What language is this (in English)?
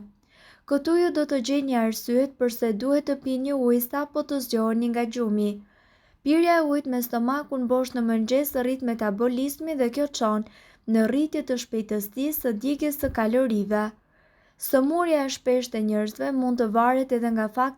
Albanian